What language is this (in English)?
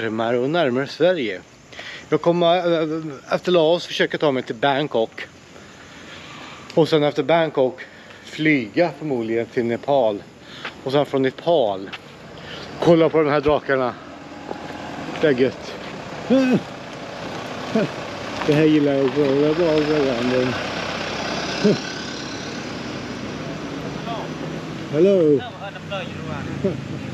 Swedish